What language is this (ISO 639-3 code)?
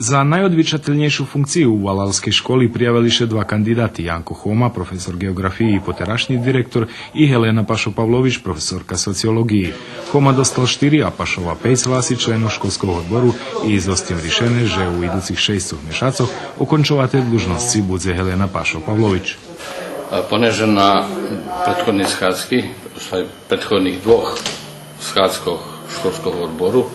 rue